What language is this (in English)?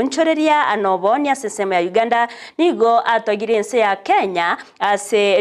Gusii